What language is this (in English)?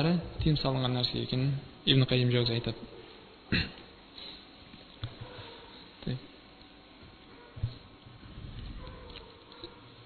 Kazakh